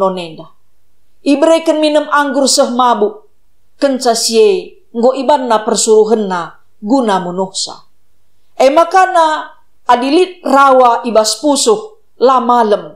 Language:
Batak Karo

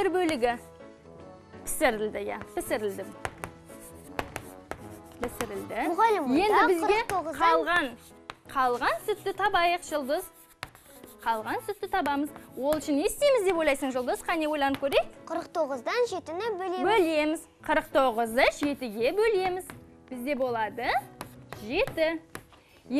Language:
Kazakh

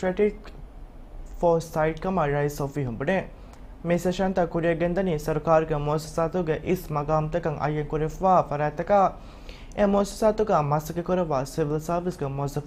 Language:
Divehi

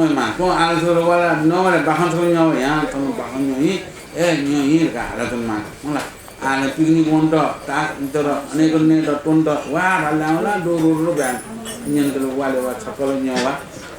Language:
Newari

